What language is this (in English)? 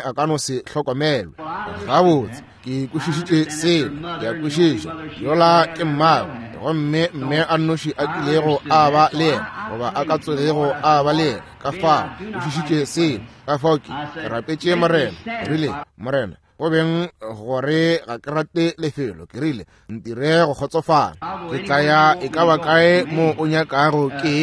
Northern Sotho